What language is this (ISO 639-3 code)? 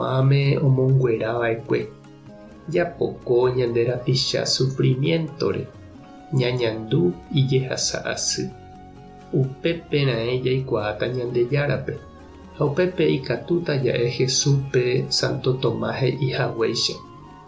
grn